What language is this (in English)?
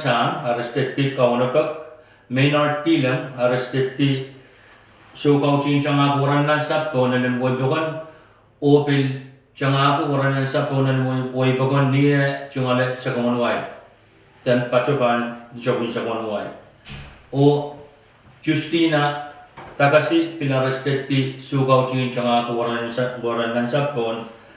Pohnpeian